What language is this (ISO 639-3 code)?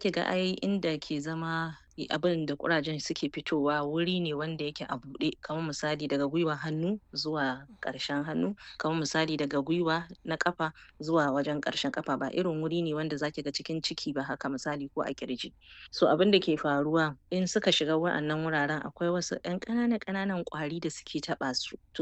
hau